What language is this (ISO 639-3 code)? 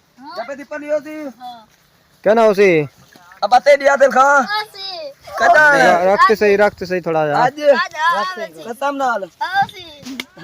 skr